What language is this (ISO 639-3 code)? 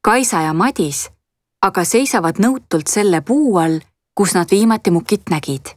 est